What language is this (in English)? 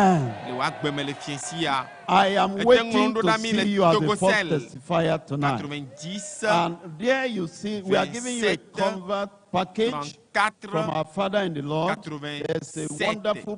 Ewe